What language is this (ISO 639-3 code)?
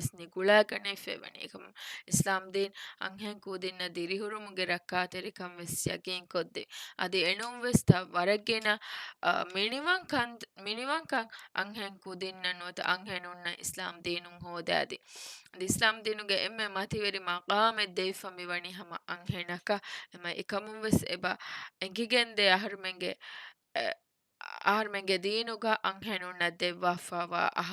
div